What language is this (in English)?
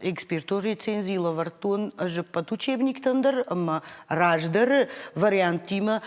Ossetic